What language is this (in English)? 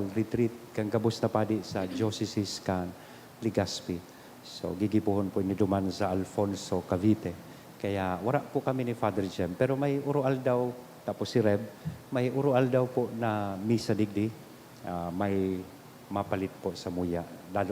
Bikol